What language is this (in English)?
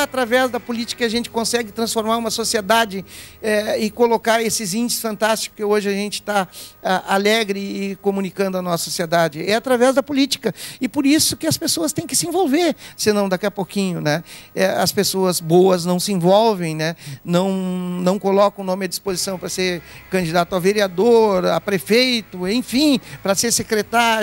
Portuguese